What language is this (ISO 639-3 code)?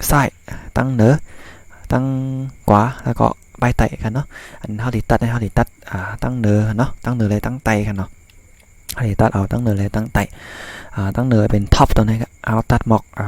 shn